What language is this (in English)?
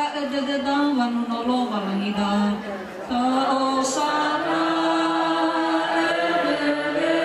Nias